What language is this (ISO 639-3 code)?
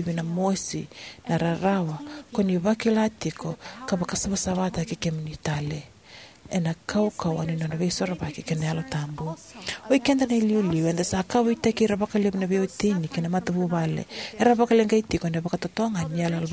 fij